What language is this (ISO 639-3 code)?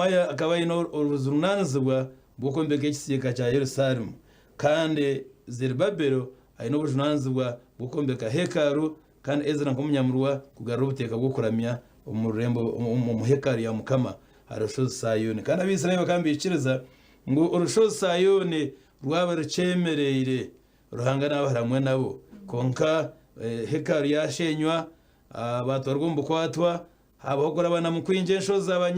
nyn